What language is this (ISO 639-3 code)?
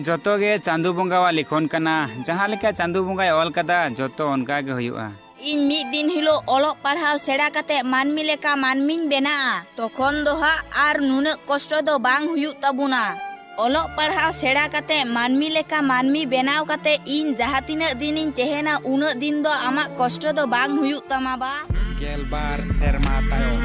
sat